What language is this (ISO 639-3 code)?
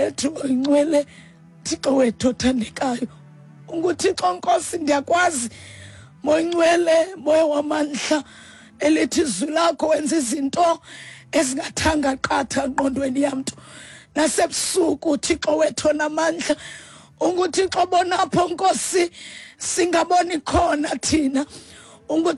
xho